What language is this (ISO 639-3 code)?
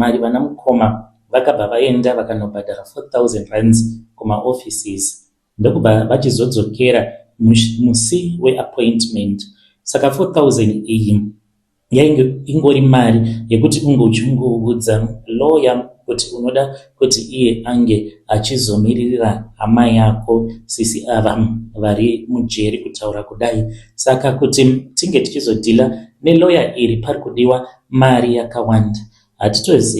sna